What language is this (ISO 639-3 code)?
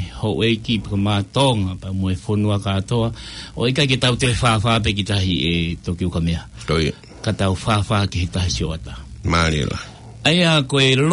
ton